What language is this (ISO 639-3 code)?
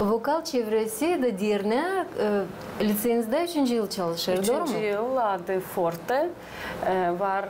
gag